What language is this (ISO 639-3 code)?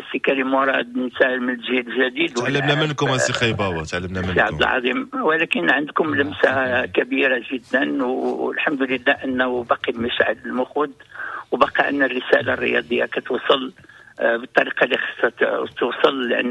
ary